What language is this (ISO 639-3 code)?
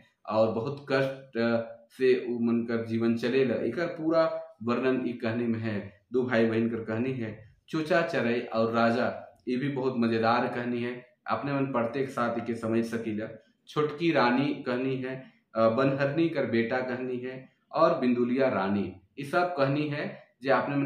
sck